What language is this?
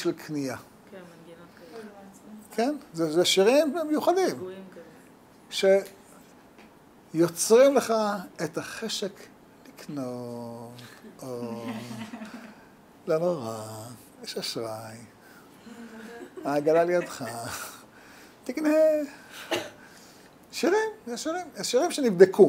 Hebrew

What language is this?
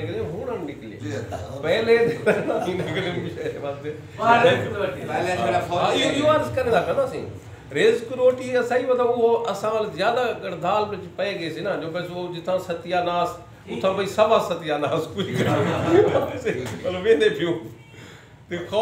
Saraiki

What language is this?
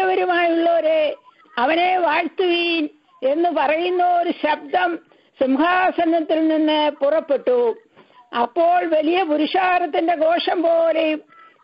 Malayalam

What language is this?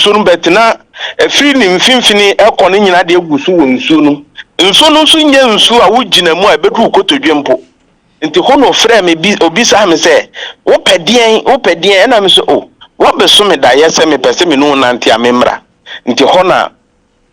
Akan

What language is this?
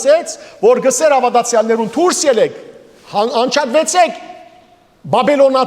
Western Armenian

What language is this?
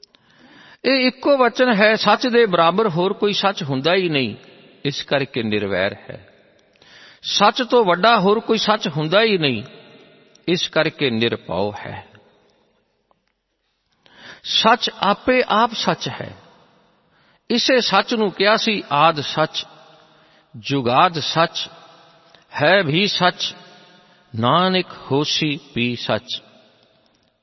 Punjabi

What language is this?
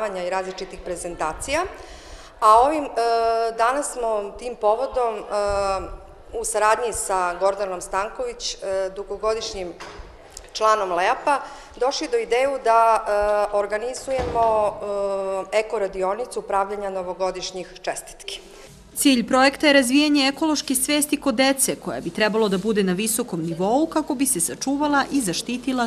Serbian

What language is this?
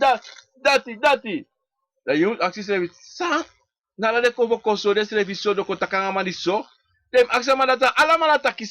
Sranan Tongo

